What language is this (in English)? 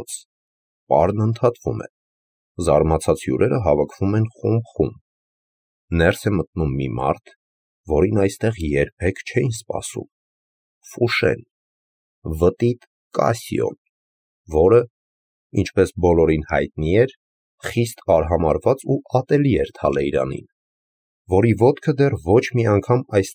Armenian